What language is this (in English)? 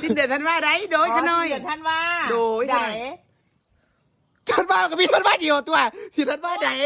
Lao